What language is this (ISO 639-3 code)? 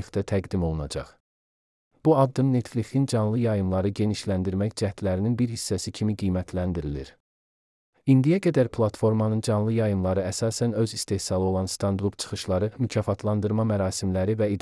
aze